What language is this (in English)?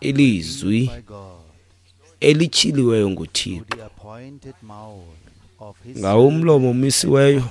Xhosa